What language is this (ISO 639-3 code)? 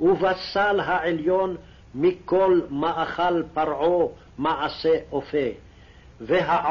heb